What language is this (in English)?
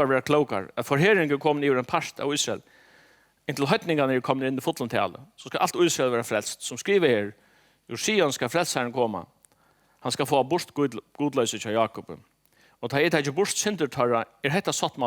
Faroese